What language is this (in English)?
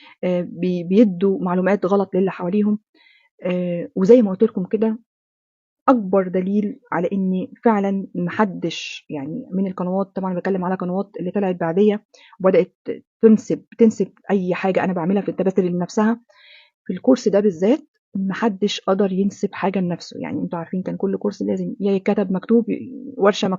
Egyptian Arabic